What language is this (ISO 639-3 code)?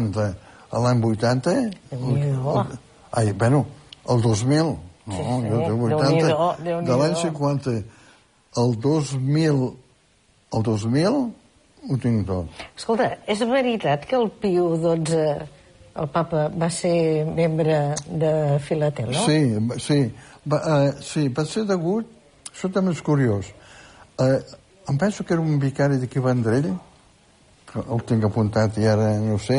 cat